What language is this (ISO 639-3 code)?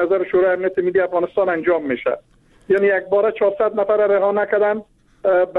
fas